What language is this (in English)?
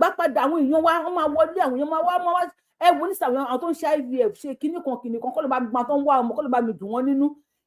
Yoruba